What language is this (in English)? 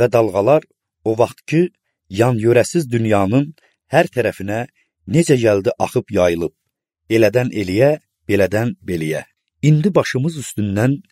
Azerbaijani